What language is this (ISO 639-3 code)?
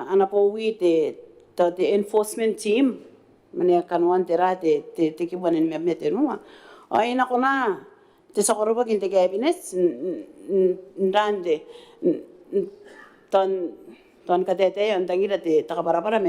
gil